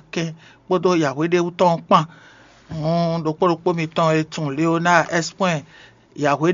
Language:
Fon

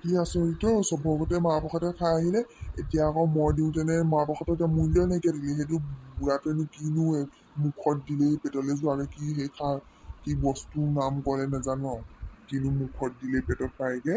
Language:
Assamese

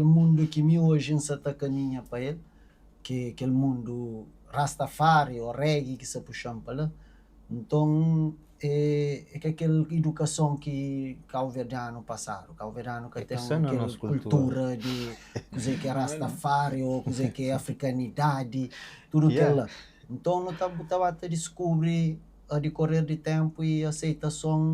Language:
Kabuverdianu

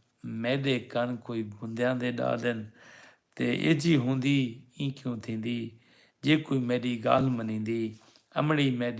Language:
Saraiki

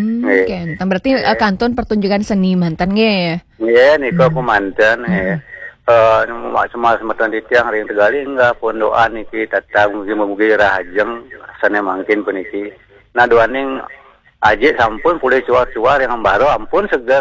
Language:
Balinese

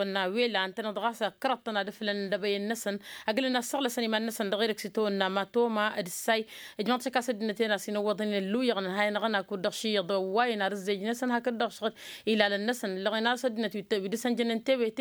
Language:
Tamasheq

